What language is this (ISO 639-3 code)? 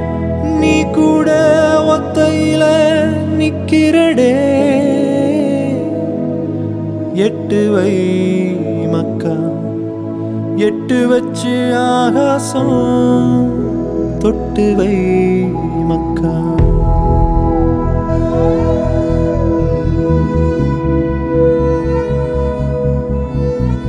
tam